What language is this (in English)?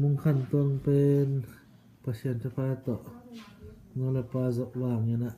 Tedim Chin